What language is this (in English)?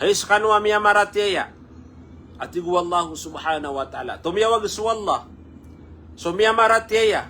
Maranao